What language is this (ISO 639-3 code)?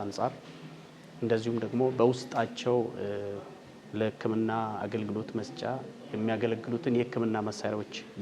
amh